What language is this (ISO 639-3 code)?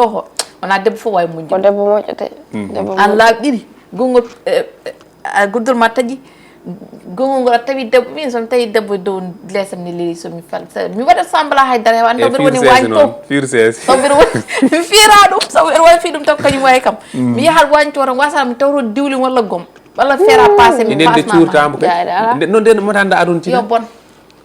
ful